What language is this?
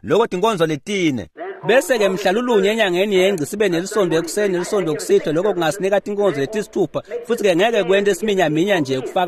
Swati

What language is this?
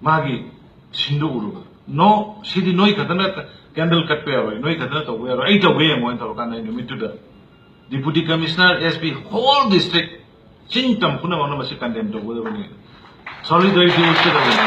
Manipuri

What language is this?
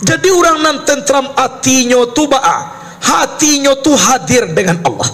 Minangkabau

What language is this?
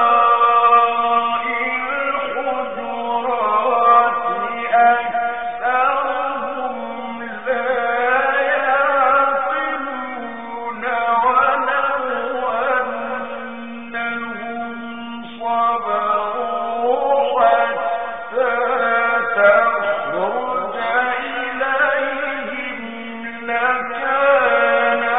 Arabic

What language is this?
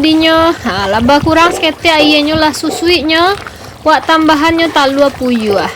Minangkabau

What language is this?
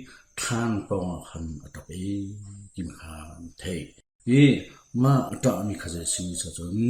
Hakha Chin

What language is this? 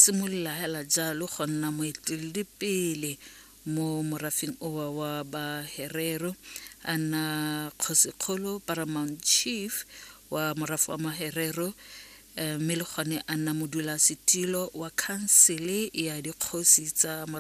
Tswana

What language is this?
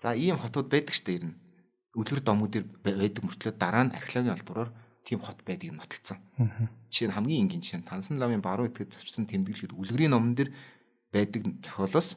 Mongolian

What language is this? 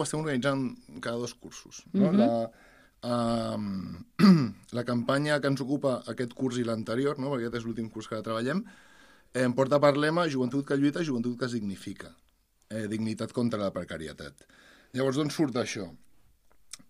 Catalan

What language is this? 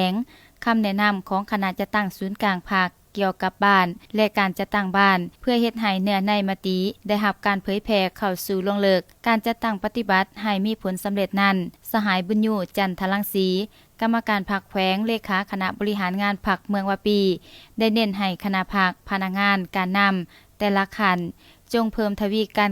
Lao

